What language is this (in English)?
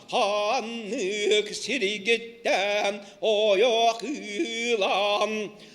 Yakut